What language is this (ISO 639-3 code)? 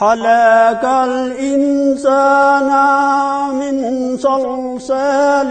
gju